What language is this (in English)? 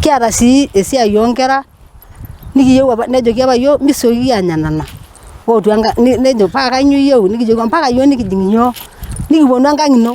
Masai